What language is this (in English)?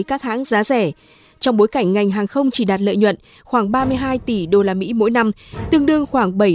Vietnamese